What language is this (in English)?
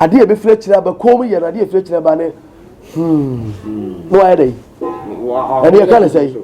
Akan